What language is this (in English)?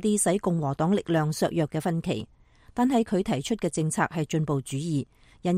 Cantonese